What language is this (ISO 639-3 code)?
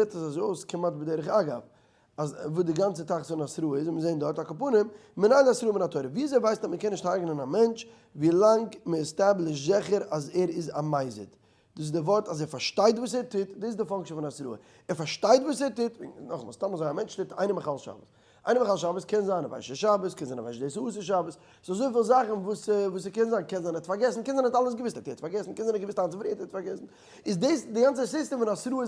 yid